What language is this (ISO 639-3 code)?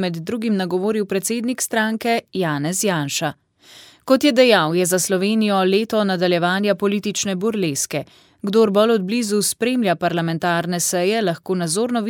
slv